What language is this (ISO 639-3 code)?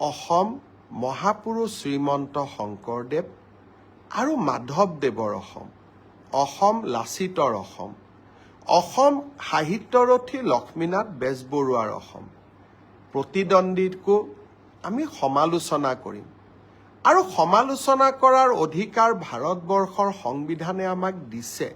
asm